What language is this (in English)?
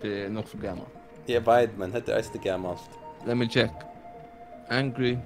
Faroese